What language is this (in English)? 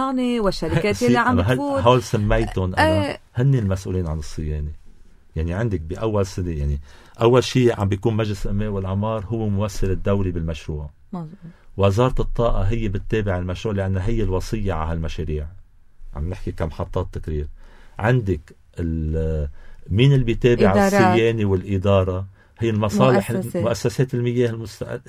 North Levantine Arabic